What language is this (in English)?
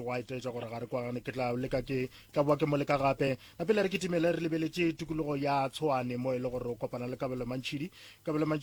Northern Sotho